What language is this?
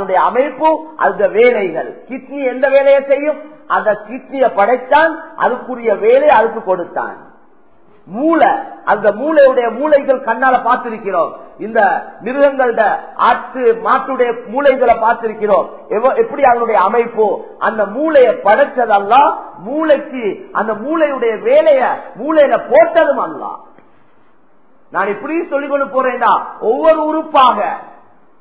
Tamil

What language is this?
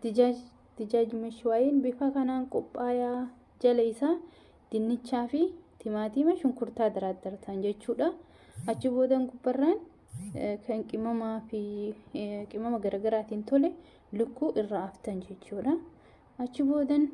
Oromo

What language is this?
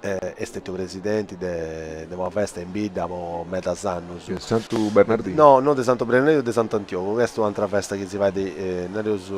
Sardinian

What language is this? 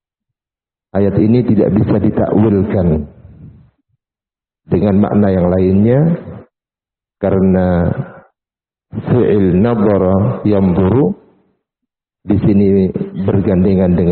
Indonesian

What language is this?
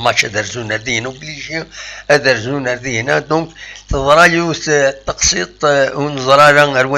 Kabyle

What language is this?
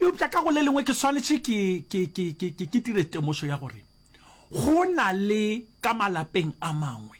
Northern Sotho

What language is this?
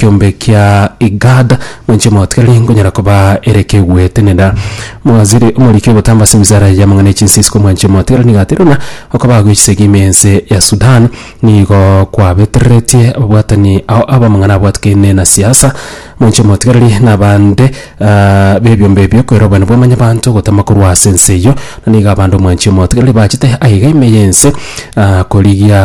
Gusii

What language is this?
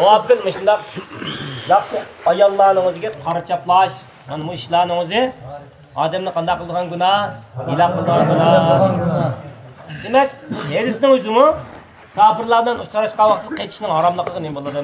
Uyghur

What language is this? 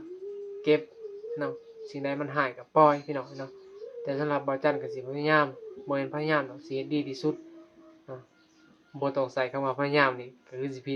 Northeastern Thai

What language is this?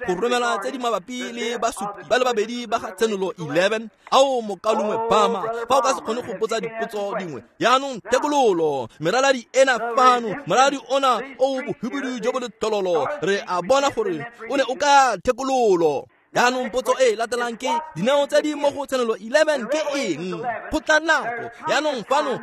Tswana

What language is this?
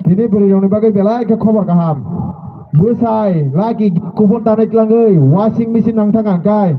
Kok Borok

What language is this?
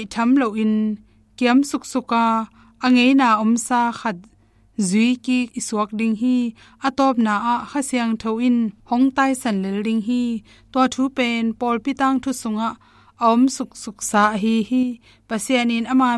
Tedim Chin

